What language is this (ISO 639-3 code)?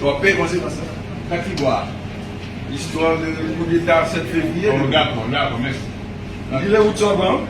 hat